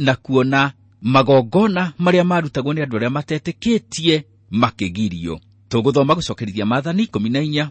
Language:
Kikuyu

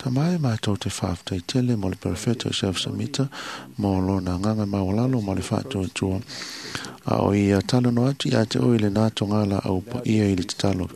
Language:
Samoan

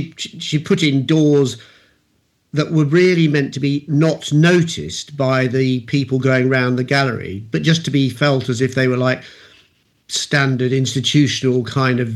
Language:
English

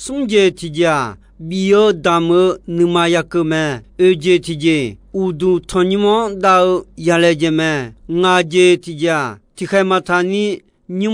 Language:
Akha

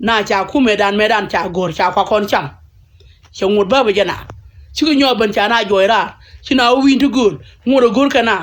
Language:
Nuer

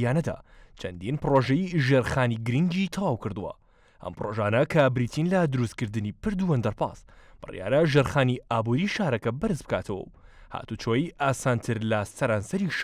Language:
Central Kurdish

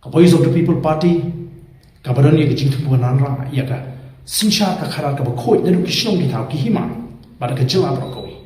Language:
Khasi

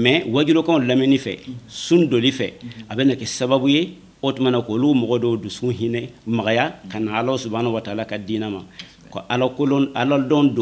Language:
Bambara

